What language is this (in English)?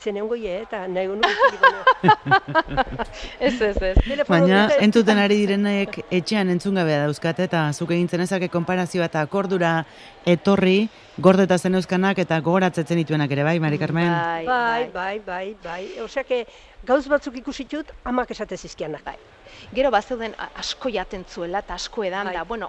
Basque